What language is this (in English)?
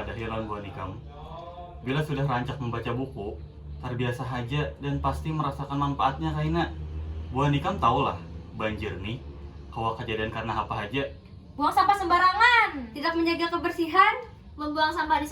Banjar